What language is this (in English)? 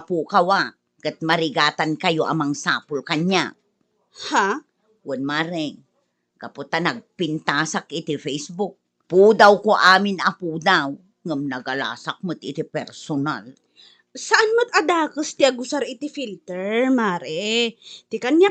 Iloko